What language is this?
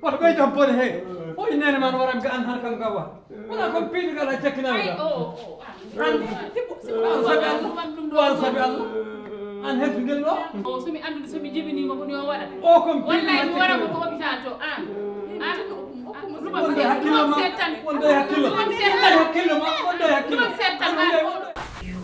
Fula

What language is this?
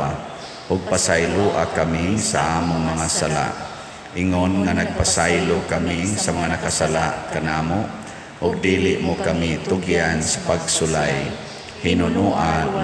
Cebuano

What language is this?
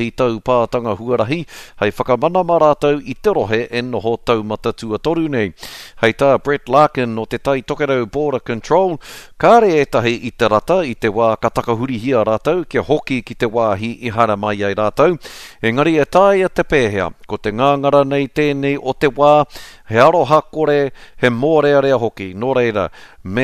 Māori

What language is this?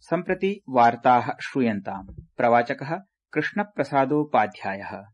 Sanskrit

